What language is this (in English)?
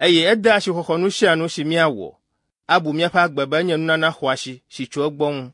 Ewe